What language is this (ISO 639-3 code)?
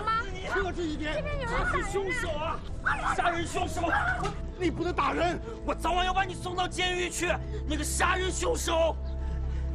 zho